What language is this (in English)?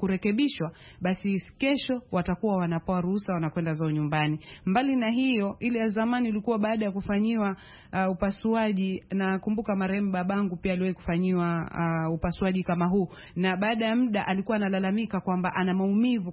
Swahili